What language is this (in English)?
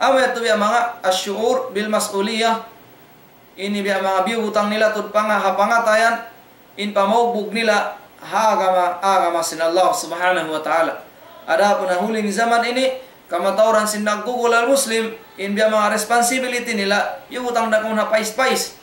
Tausug